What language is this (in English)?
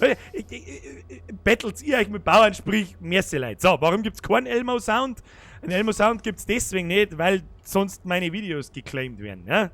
Bavarian